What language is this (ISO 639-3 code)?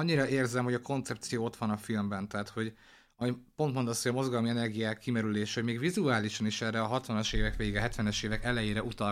hun